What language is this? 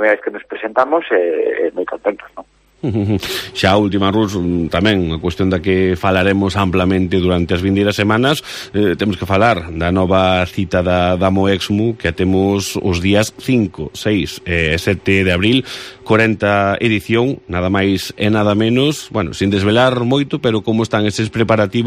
Galician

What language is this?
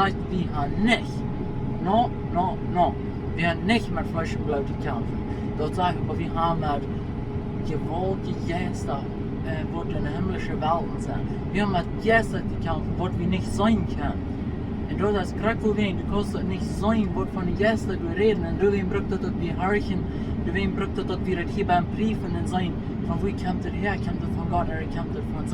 Plautdietsch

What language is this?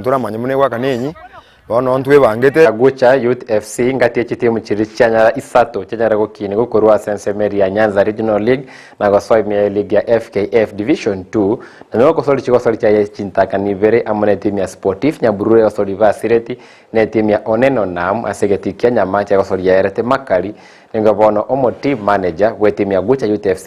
Gusii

